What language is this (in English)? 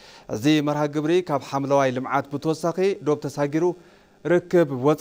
Tigrinya